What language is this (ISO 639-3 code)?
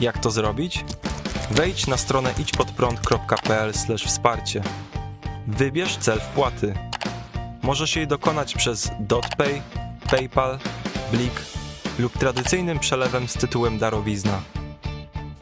pol